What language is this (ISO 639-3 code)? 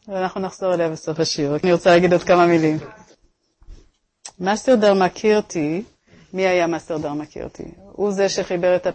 heb